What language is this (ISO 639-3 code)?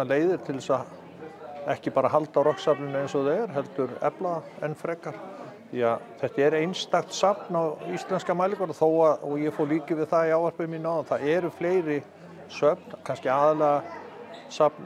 isl